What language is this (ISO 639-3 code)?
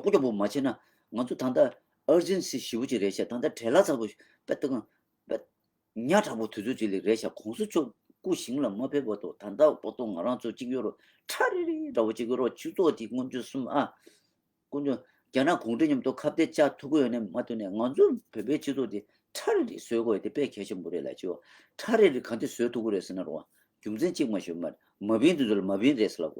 bod